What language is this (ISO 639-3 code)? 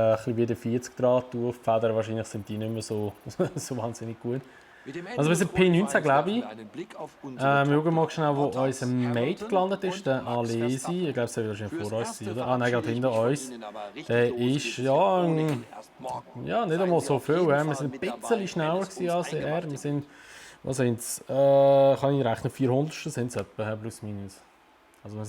gsw